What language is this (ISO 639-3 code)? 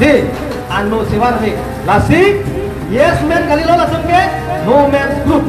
mjw